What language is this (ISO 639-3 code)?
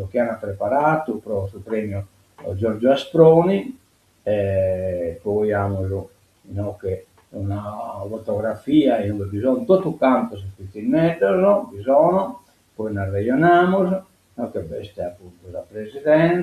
srd